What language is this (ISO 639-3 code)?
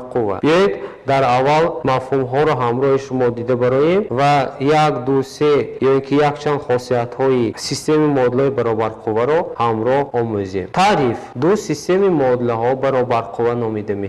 tgk